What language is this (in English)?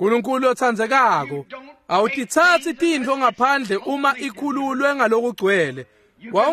Swati